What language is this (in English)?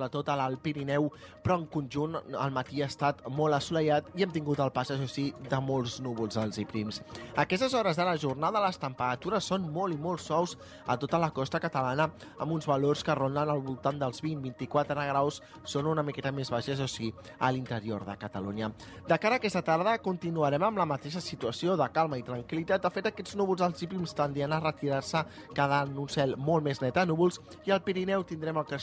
Catalan